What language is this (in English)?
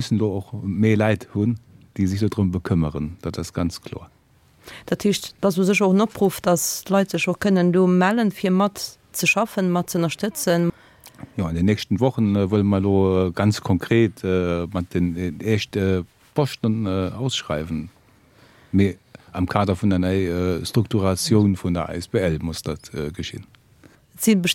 Luxembourgish